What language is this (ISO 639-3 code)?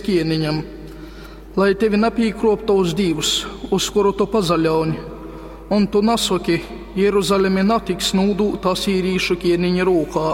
ltg